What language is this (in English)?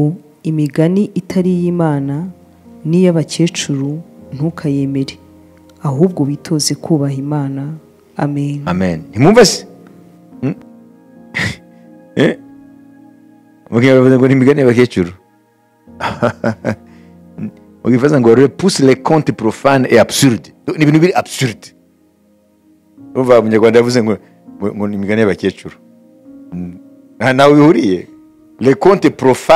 Kinyarwanda